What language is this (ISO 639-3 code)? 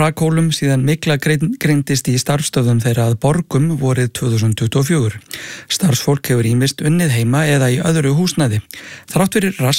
isl